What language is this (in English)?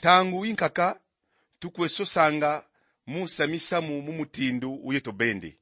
Kongo